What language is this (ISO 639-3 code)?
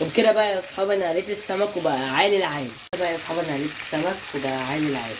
arz